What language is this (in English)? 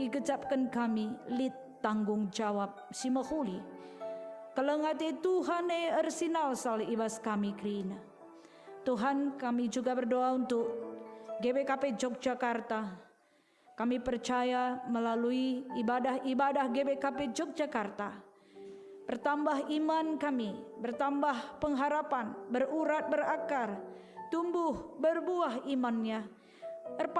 Batak Karo